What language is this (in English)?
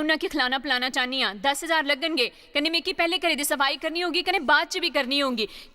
Dogri